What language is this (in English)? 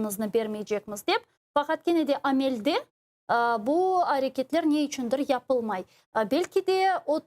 Crimean Tatar